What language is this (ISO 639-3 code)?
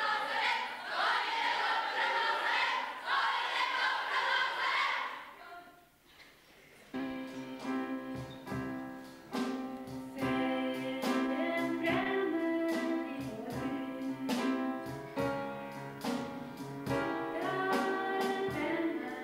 nor